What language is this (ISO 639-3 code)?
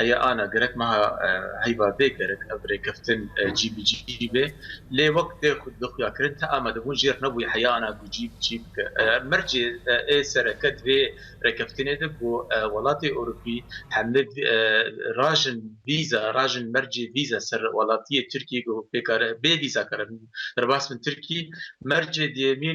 kur